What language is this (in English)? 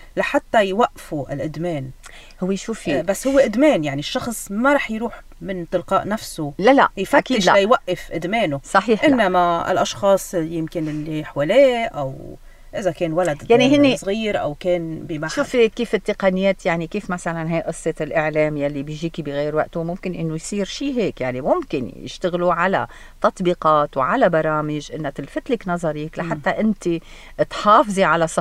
North Levantine Arabic